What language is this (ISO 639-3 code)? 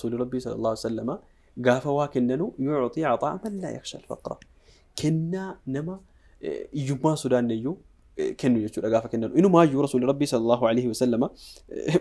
orm